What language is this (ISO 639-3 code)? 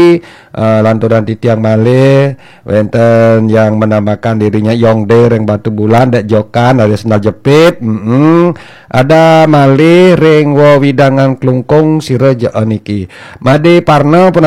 ban